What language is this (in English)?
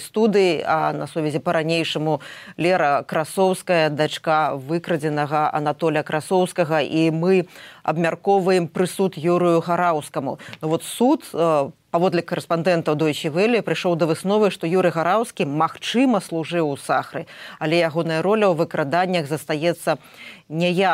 Belarusian